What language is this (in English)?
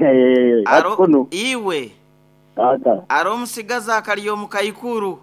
Nyoro